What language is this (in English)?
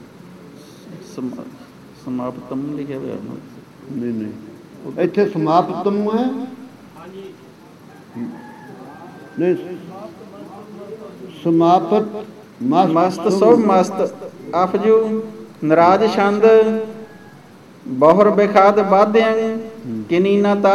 Punjabi